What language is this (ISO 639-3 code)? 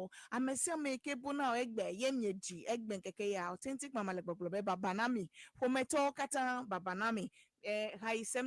ewe